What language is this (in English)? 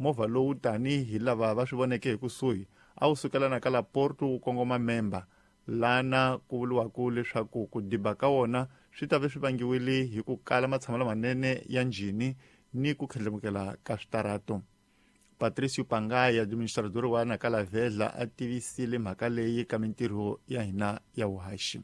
Tsonga